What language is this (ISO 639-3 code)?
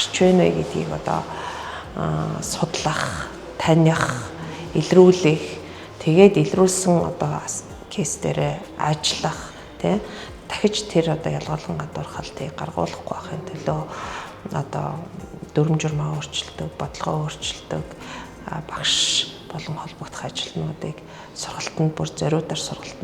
mon